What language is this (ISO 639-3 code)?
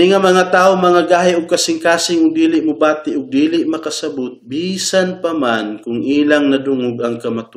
ceb